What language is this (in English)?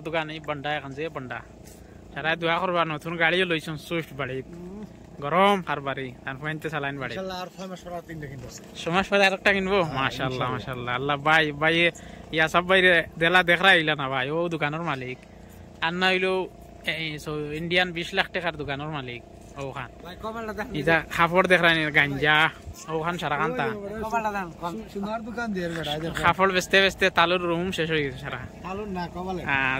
Sylheti